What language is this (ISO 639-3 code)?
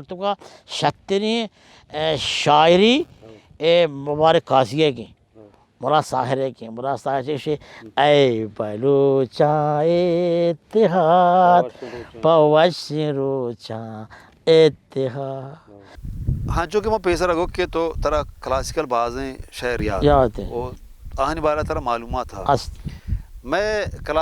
bal